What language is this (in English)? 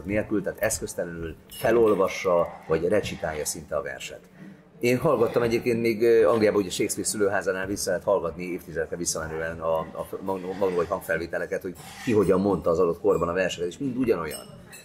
Hungarian